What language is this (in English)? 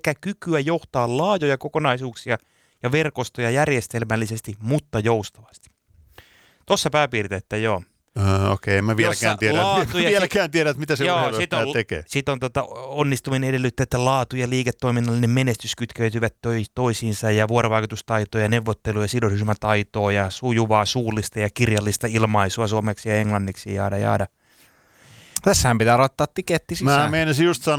Finnish